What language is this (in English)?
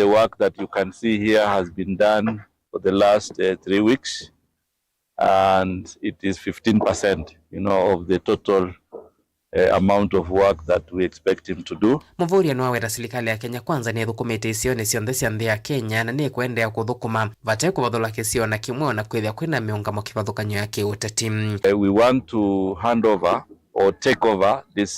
Kamba